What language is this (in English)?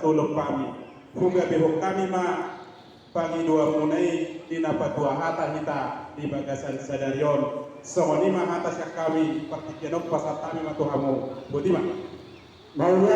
Batak Toba